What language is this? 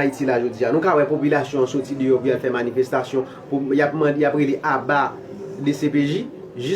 Haitian Creole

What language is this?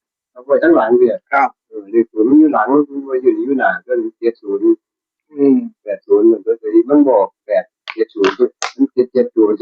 Northeastern Thai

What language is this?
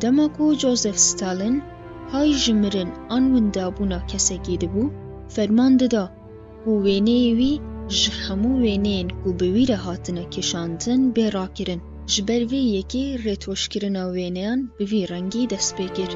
Kurdish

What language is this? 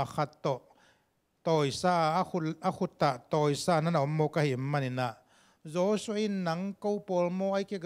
Tedim Chin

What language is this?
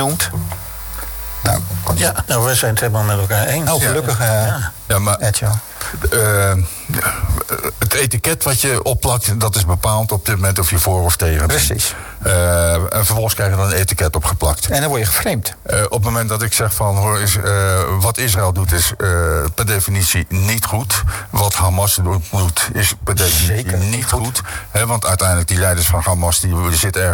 Dutch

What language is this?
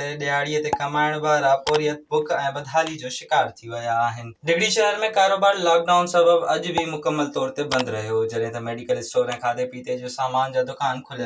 Sindhi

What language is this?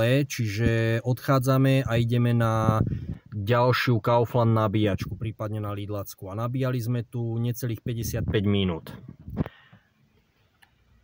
Slovak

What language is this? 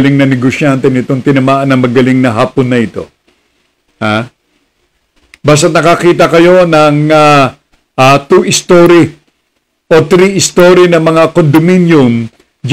Filipino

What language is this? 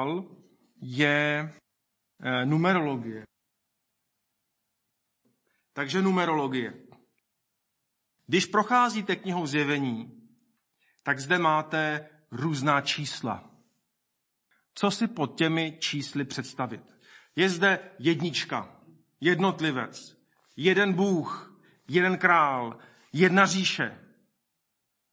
Czech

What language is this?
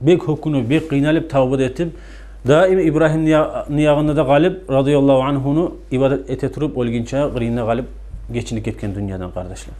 Kumyk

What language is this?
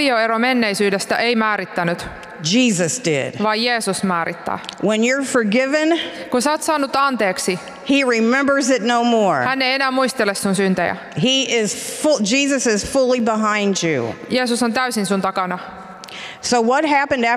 Finnish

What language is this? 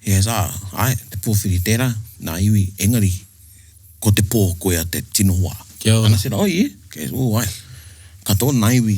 Māori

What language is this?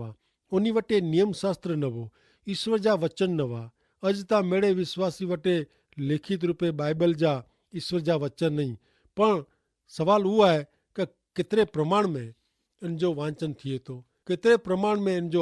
Kachhi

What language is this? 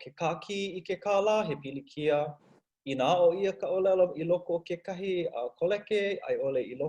Hawaiian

